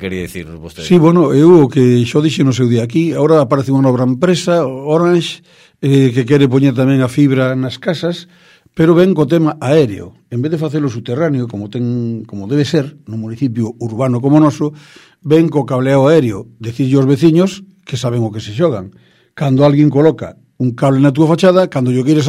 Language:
Galician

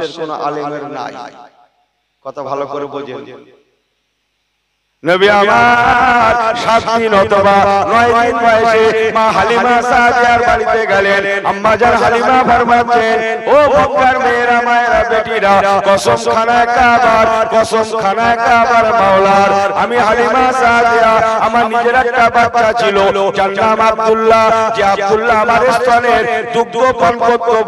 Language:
Bangla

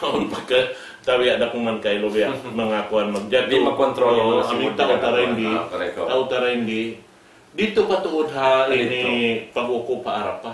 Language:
Tausug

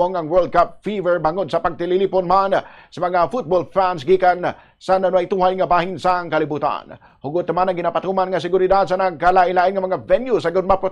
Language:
Hiligaynon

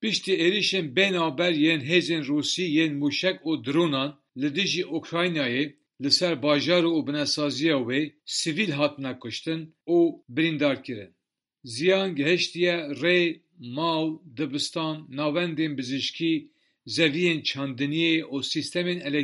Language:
Kurdish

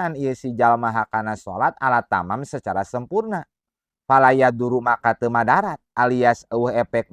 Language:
Sundanese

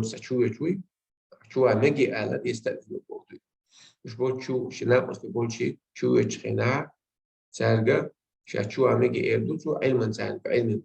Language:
Chechen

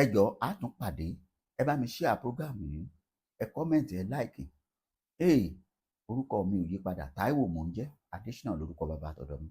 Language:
Yoruba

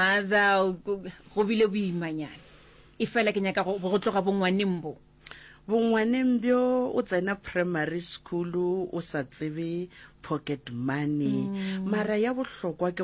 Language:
Northern Sotho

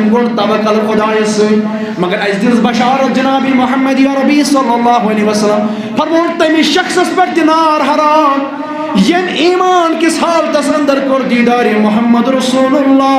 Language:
Kashmiri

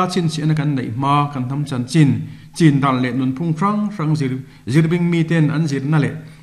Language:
Mizo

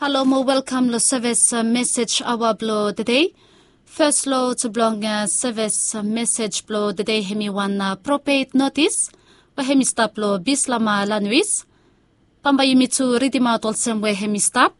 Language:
Bislama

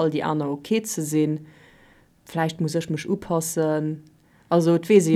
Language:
Luxembourgish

